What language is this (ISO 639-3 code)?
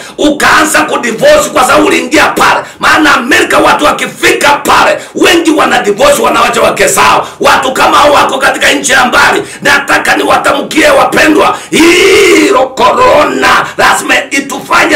swa